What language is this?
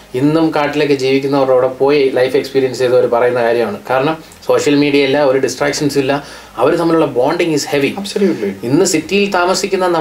Malayalam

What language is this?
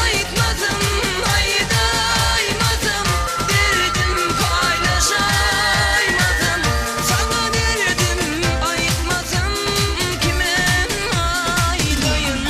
Turkmen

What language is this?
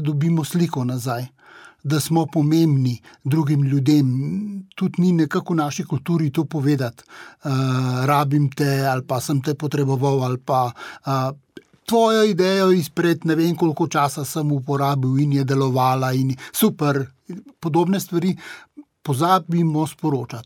Slovenian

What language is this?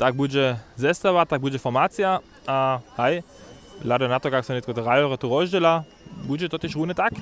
Upper Sorbian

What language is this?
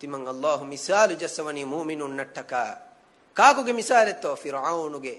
Divehi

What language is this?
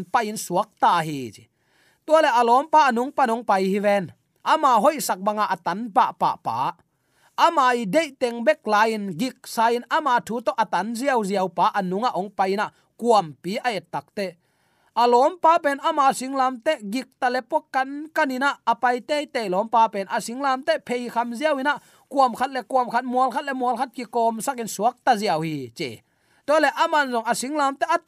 Tedim Chin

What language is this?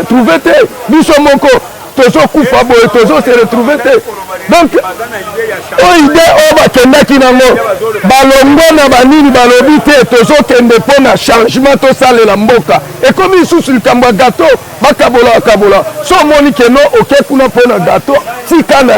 Lingala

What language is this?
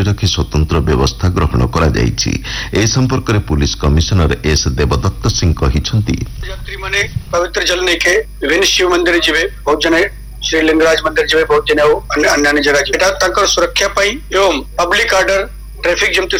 Odia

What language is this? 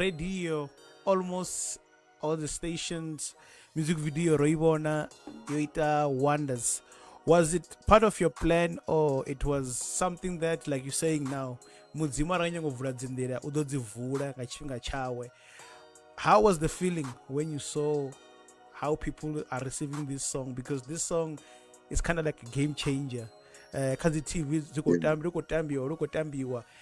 Venda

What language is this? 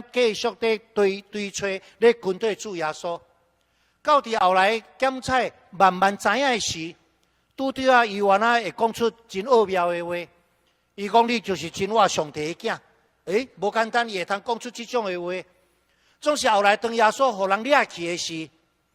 Min Nan Chinese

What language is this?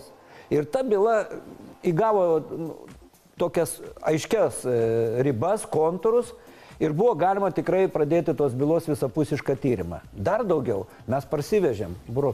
Lithuanian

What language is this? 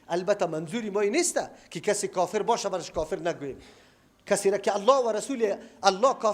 Persian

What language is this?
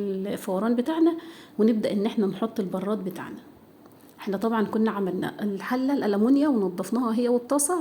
Egyptian Arabic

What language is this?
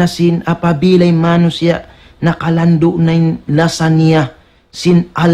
Tausug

